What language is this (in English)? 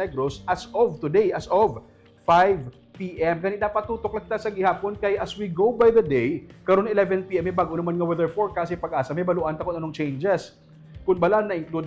Hiligaynon